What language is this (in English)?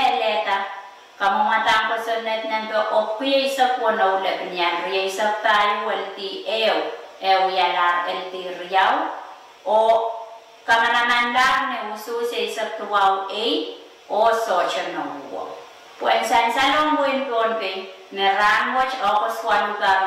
Pohnpeian